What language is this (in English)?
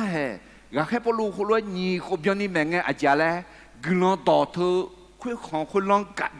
Akha